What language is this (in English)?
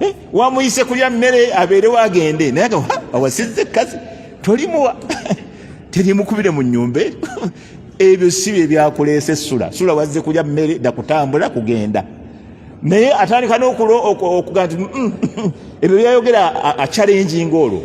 Ganda